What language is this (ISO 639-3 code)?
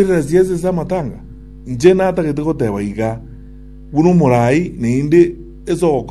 guz